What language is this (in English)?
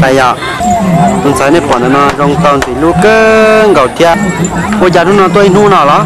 Hmong